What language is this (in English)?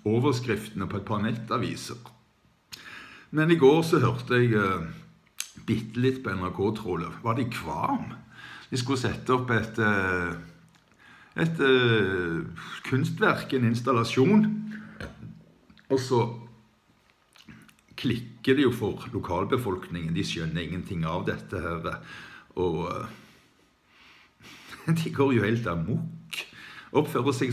Norwegian